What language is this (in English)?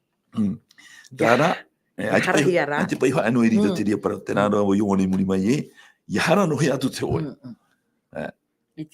Tahitian